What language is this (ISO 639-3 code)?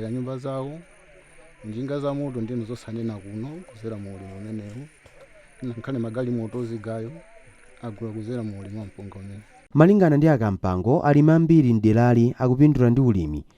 nya